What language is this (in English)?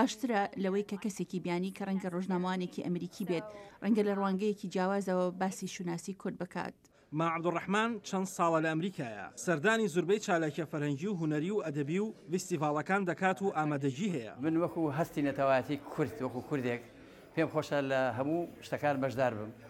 Central Kurdish